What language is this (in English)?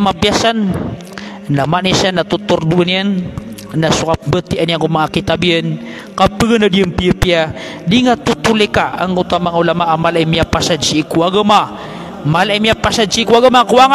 Maranao